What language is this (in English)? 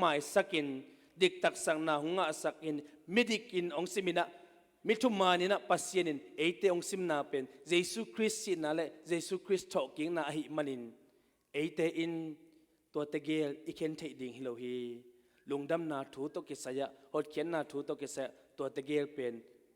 Tedim Chin